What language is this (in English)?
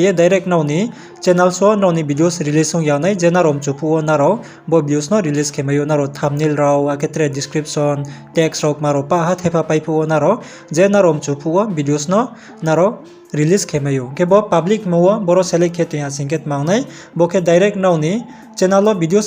Riang (India)